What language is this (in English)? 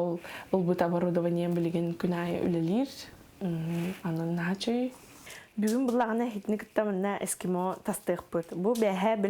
Yakut